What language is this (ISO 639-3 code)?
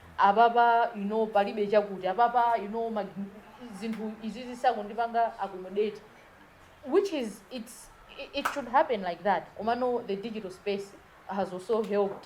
nya